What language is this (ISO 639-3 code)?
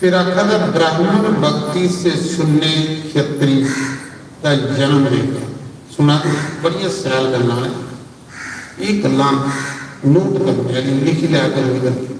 doi